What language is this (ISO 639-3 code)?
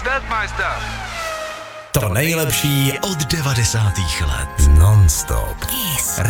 ces